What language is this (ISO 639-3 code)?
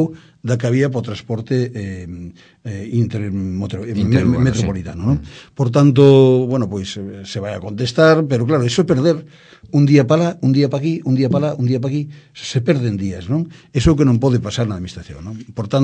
glg